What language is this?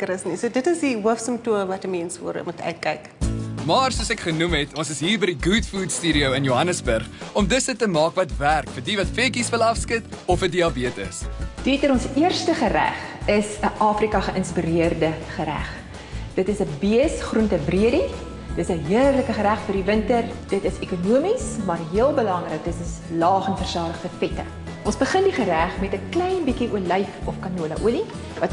Afrikaans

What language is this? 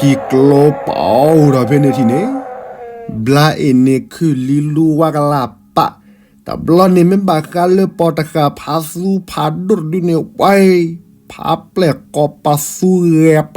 S'gaw Karen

